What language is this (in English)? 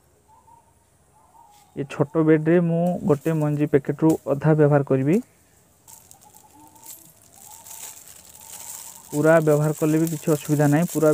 Odia